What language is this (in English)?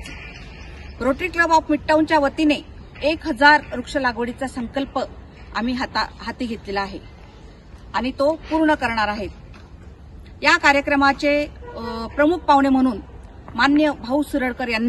Marathi